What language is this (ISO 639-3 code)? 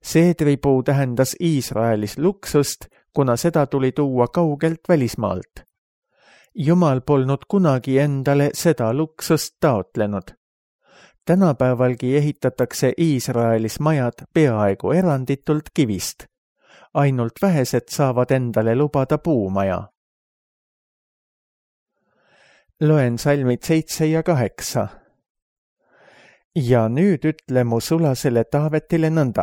est